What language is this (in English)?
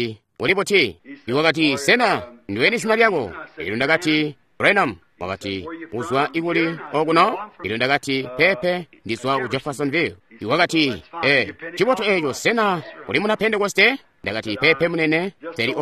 Tonga (Zambia)